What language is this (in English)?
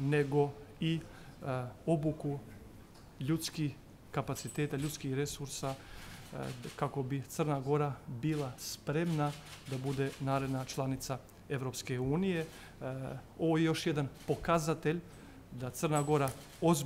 Serbian